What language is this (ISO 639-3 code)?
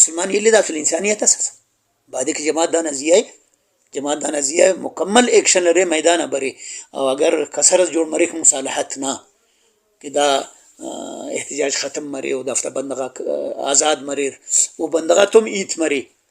brh